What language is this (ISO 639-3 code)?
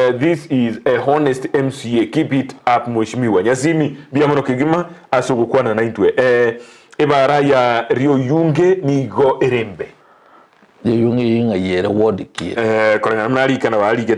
guz